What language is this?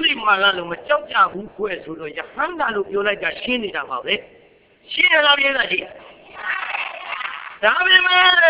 Burmese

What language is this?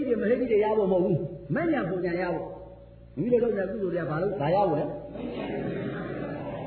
Burmese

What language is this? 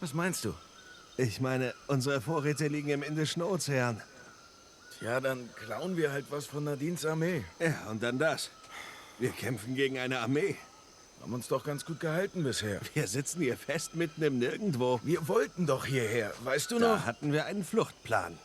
Swiss German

